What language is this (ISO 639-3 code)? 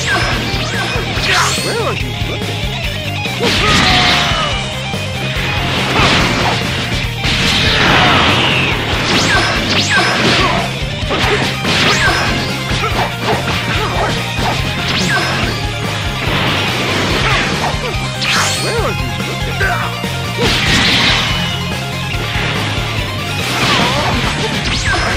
eng